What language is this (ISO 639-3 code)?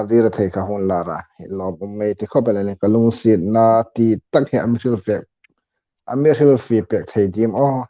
hmr